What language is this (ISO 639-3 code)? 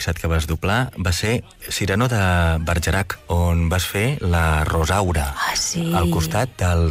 cat